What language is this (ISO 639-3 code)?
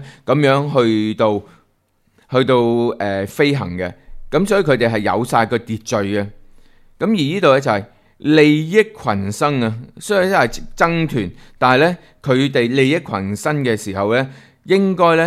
yue